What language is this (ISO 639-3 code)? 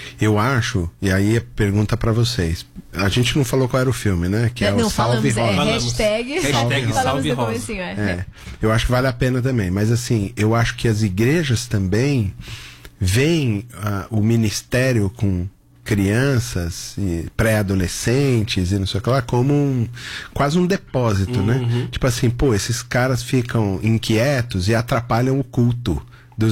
por